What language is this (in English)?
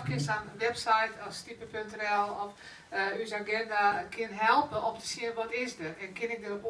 Western Frisian